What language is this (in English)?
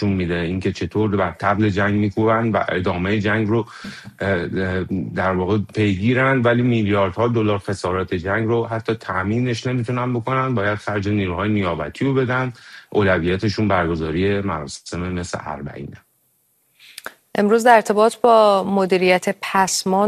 Persian